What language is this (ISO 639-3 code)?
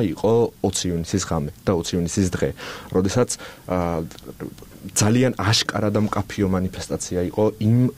kat